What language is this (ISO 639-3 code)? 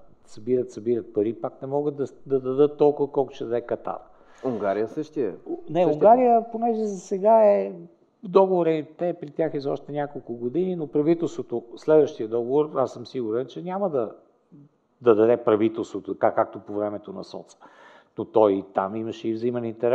bul